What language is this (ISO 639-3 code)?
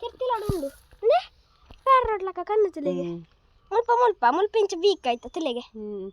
tcy